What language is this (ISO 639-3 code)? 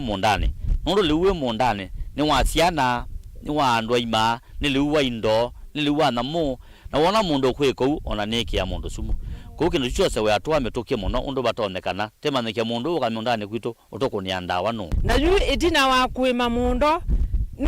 kam